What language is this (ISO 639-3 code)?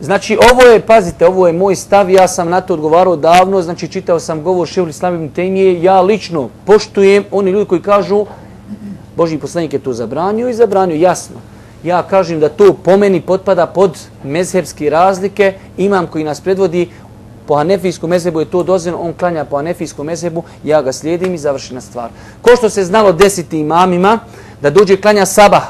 bos